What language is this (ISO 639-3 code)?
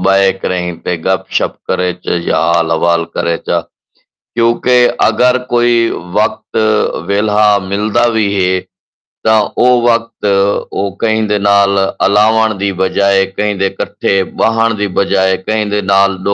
skr